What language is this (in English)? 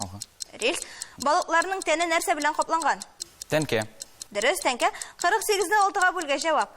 Tatar